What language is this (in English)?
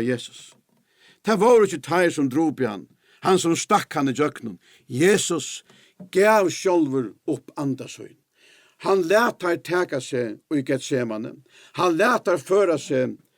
Faroese